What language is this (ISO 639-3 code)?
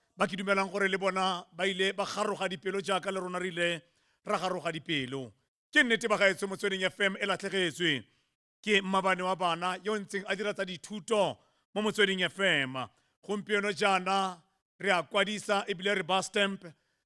tsn